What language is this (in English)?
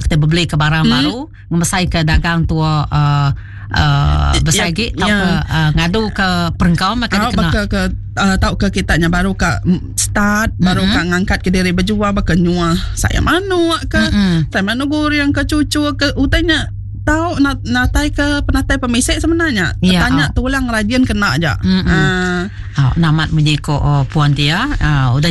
Iban